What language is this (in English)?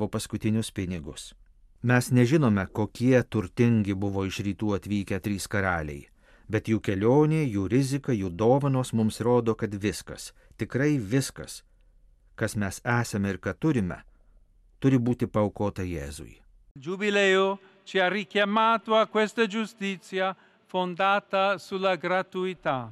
Lithuanian